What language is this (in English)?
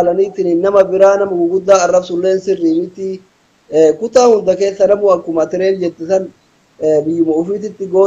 Oromo